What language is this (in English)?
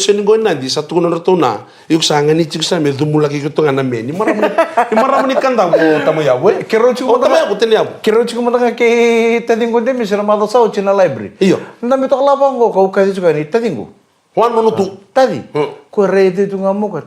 Fijian